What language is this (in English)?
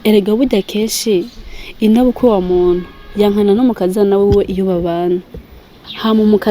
Rundi